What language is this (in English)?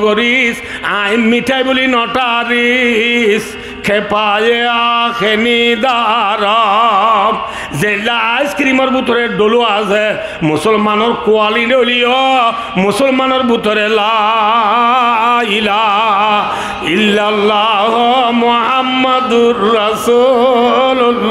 Rohingya